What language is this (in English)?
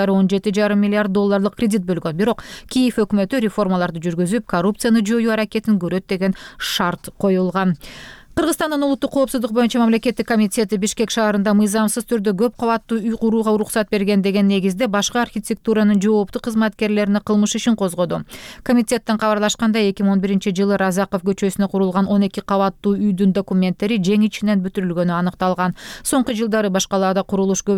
Kyrgyz